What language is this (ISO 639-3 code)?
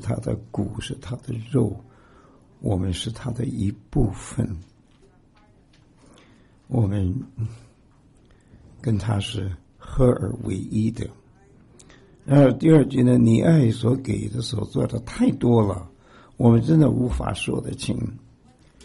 zho